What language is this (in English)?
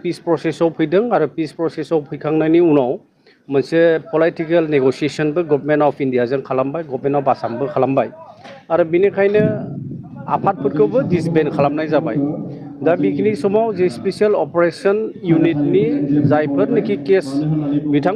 Bodo